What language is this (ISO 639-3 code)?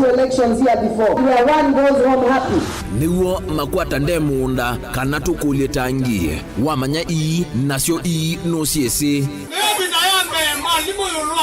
kam